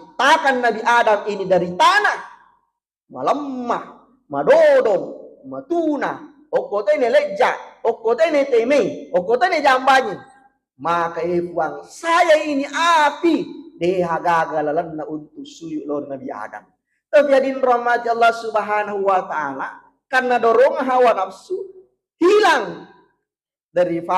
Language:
Buginese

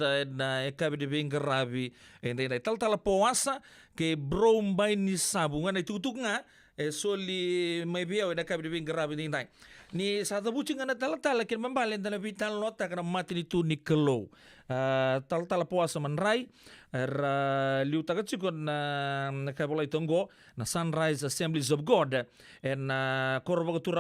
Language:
Fijian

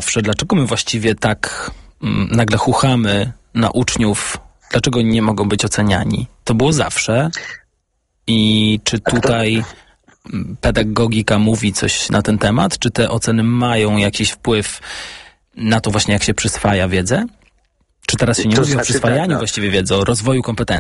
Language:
Polish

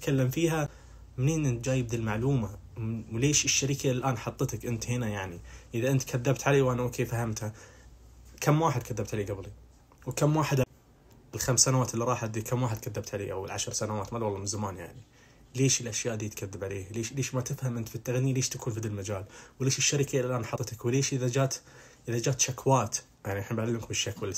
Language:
Najdi Arabic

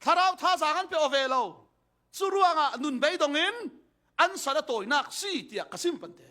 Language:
Falam Chin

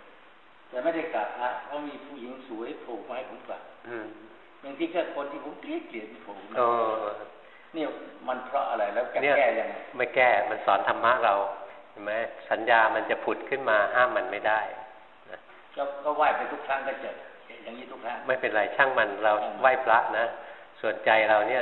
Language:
Thai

